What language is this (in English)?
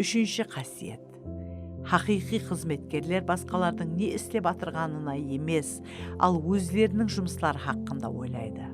Kara-Kalpak